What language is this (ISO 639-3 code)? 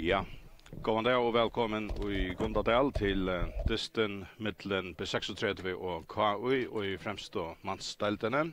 fao